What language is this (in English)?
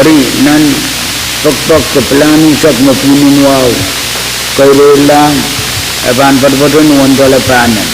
Pohnpeian